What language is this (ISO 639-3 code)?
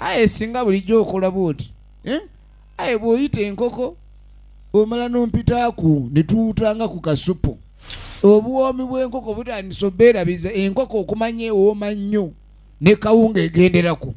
xog